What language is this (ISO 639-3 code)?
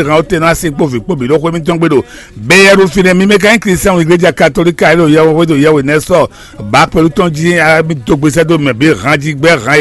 fon